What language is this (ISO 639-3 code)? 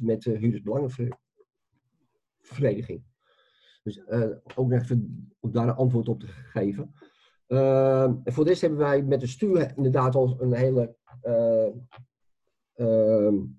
nld